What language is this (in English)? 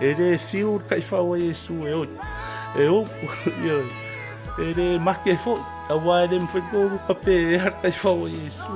Samoan